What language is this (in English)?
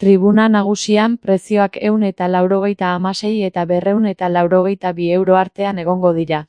Basque